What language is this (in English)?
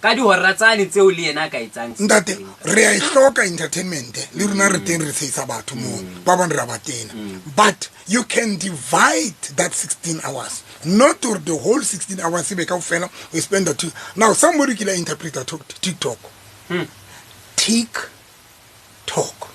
Southern Sotho